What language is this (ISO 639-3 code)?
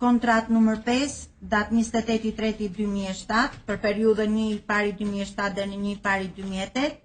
sqi